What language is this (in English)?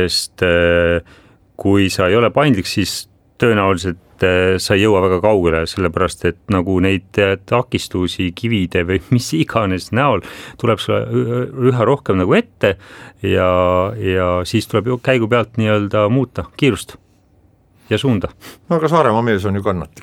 Estonian